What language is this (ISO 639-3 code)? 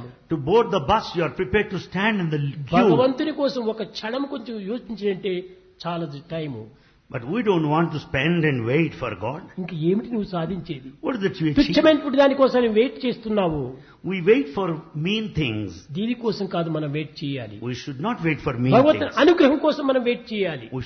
tel